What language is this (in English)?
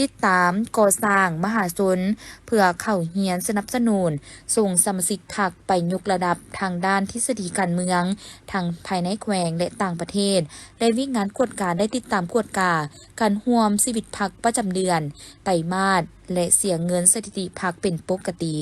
Lao